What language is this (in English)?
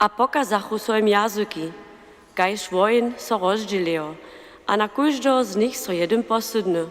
Upper Sorbian